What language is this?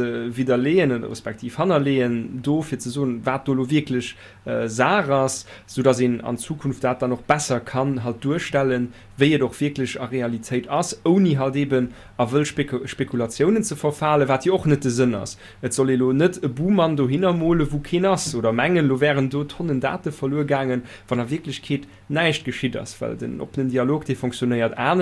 Luxembourgish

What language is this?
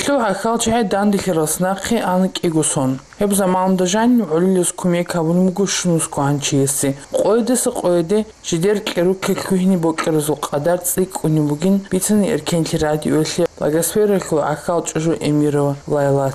Avaric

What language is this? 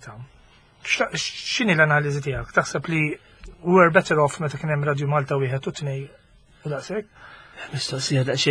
Maltese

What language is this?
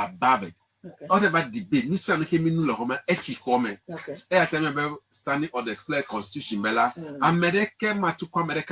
Ewe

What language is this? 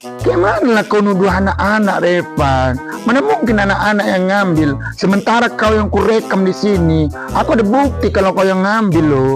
Minangkabau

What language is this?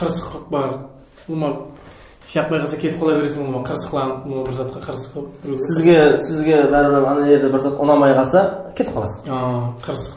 Kara-Kalpak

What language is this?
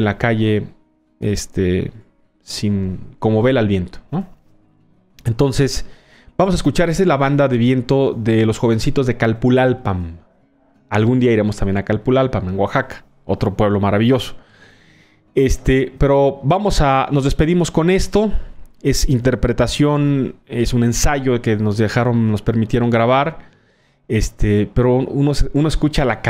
Spanish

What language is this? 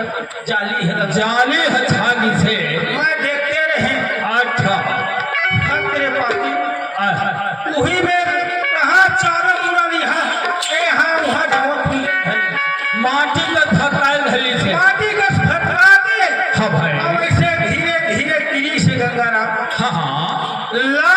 Chhattisgarhi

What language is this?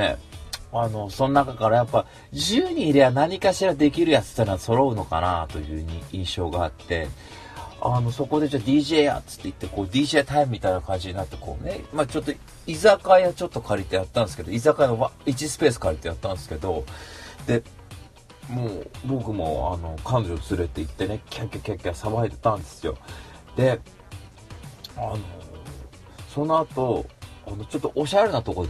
Japanese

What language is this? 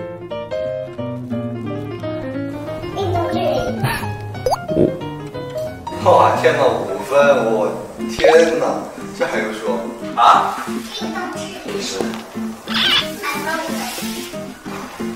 Chinese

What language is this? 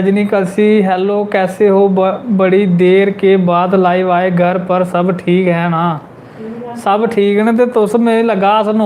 Dogri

